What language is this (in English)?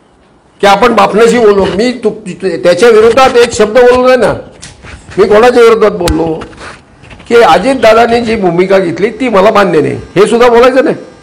Marathi